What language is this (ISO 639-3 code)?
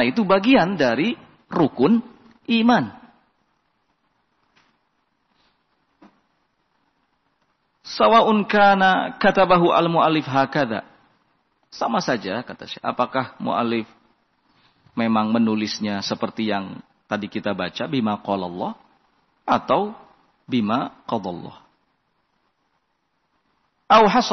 ind